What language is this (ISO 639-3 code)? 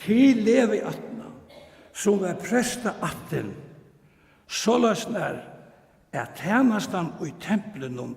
fao